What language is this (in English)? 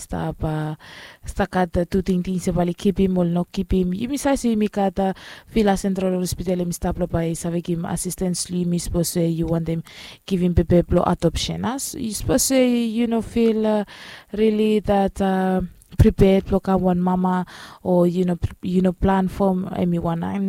Bislama